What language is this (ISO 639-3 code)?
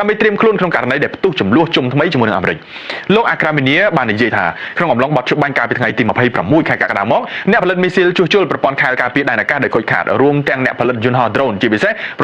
khm